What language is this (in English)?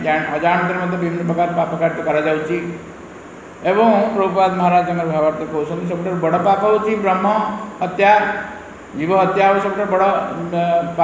Odia